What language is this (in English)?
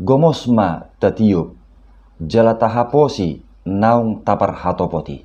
Batak Toba